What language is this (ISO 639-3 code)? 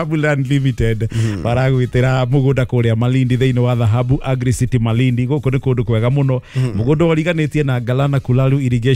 kik